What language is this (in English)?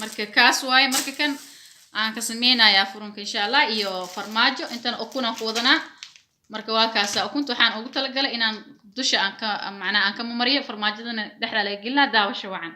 Somali